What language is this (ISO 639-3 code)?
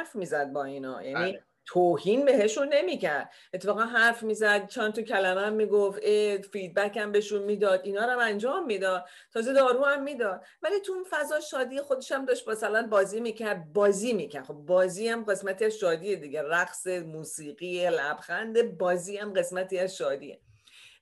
fas